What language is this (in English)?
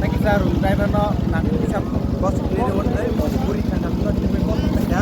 Kok Borok